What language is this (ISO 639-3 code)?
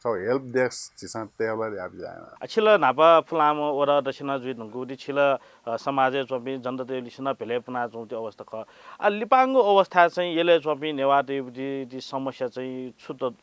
new